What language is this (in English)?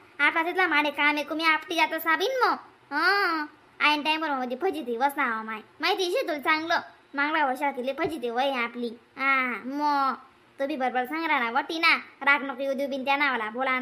Khandesi